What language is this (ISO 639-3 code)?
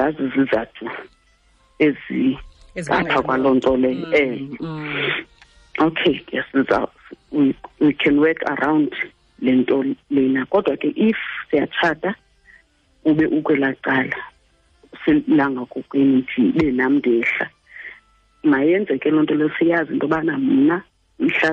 xho